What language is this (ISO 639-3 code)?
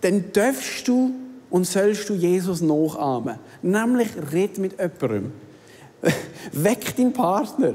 gsw